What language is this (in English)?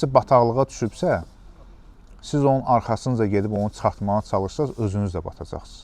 Azerbaijani